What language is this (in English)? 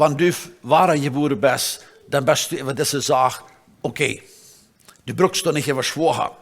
Plautdietsch